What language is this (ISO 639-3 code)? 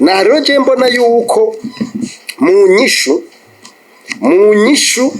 run